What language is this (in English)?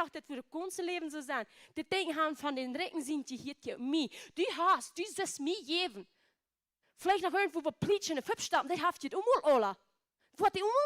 Plautdietsch